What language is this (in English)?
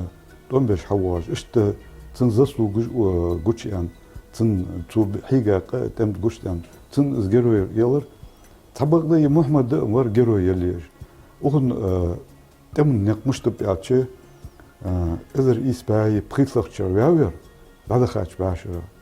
Ingush